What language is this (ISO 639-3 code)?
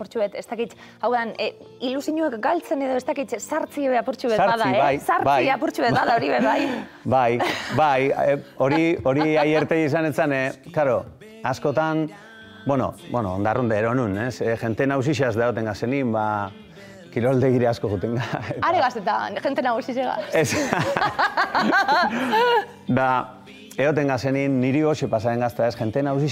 eus